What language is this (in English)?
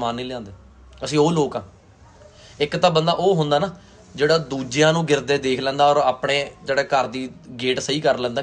Punjabi